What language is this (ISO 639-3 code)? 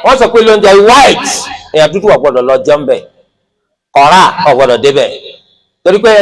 yor